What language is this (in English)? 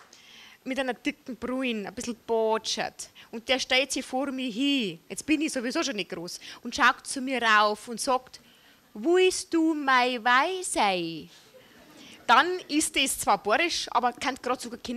Bavarian